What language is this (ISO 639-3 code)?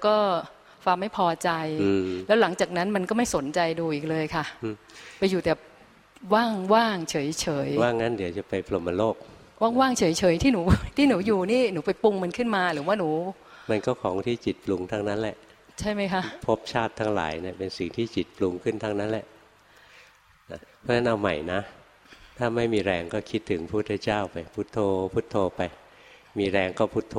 tha